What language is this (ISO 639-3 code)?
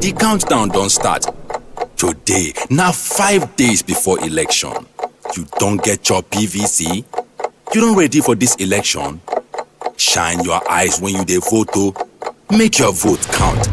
pcm